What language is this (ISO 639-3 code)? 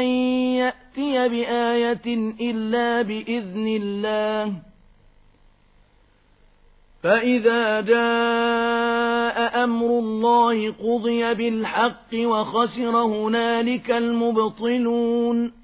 ara